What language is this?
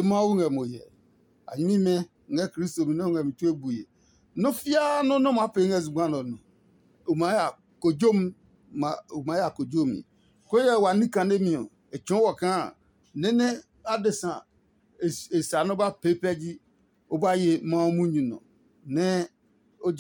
Adangme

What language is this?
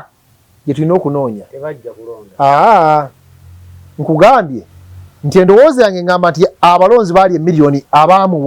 Ganda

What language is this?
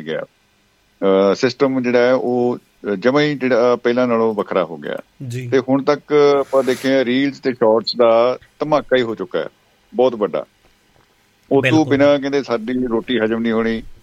Punjabi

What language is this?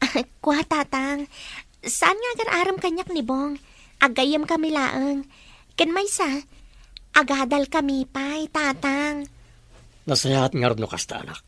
Iloko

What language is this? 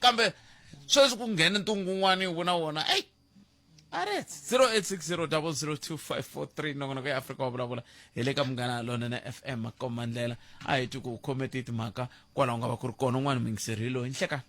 Tsonga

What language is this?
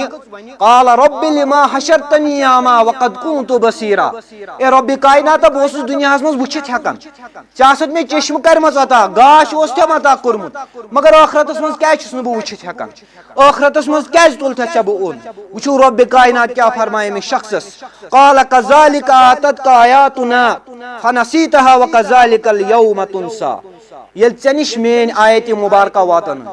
Kashmiri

